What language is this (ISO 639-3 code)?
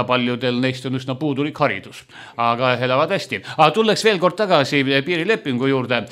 est